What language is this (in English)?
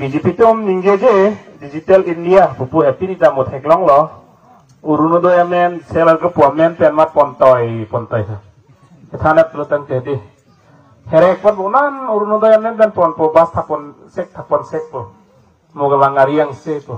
Karbi